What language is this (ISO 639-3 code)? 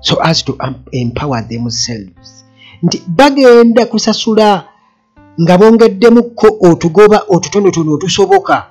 lug